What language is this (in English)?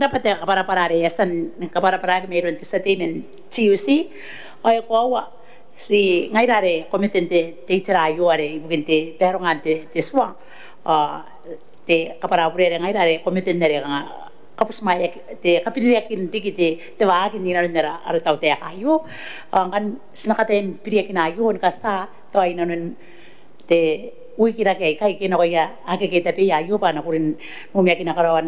Gilbertese